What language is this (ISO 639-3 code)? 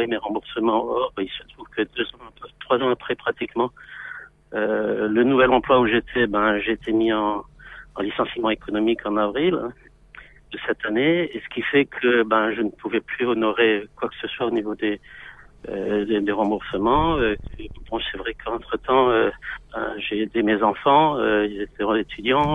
fra